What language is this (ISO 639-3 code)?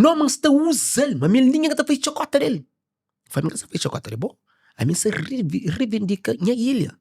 kea